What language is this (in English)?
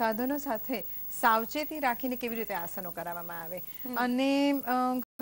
Gujarati